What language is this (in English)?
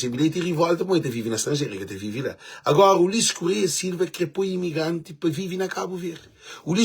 Kabuverdianu